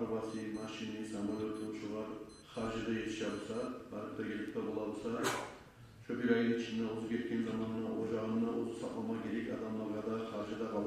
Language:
Kumyk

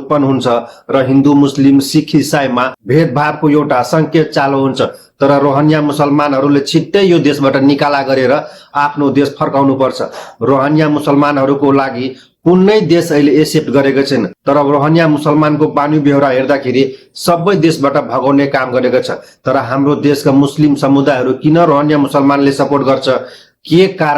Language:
Nepali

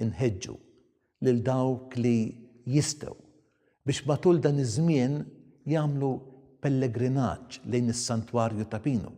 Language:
Maltese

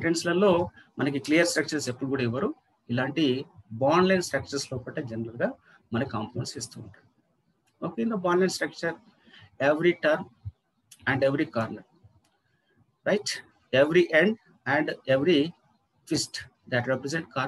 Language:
Telugu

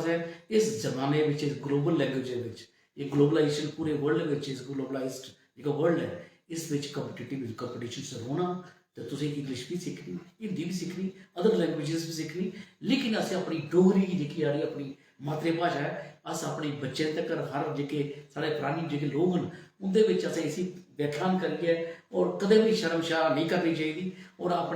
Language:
Dogri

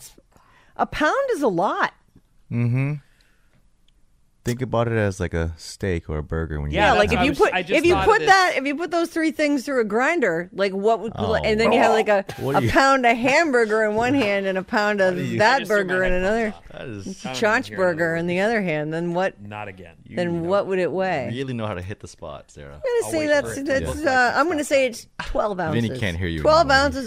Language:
English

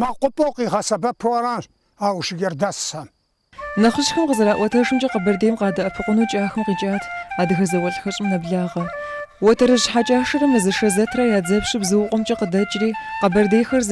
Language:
Kabardian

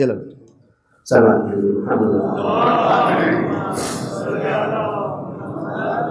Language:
Urdu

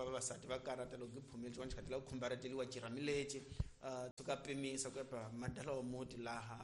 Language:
Tsonga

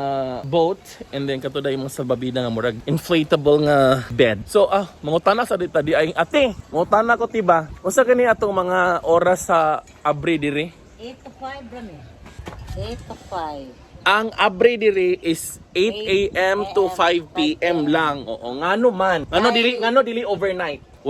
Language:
Cebuano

